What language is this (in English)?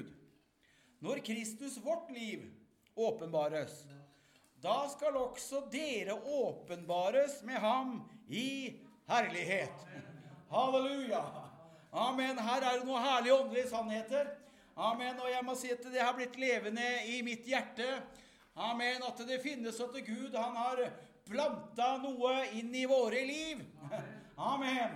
Norwegian